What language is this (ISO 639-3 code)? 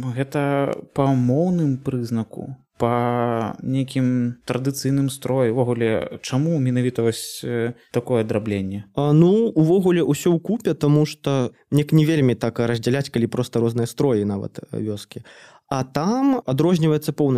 bel